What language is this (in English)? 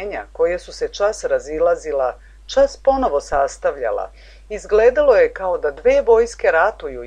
Serbian